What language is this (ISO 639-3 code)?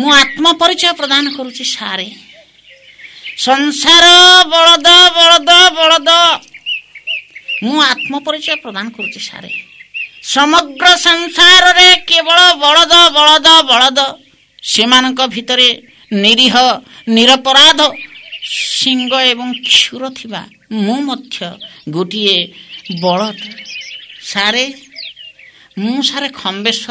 ori